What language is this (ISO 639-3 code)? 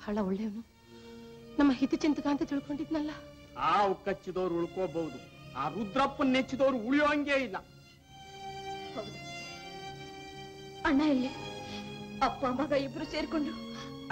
kan